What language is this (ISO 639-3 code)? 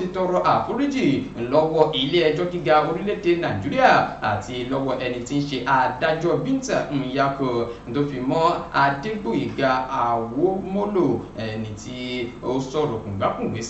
yor